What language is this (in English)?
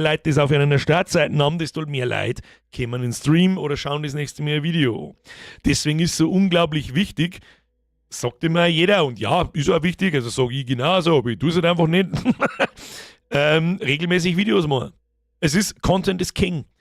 Bavarian